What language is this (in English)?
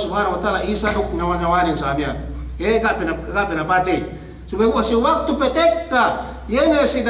Yakan